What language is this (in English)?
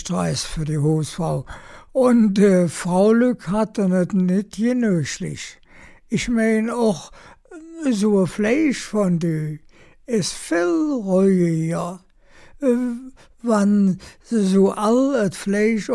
Colognian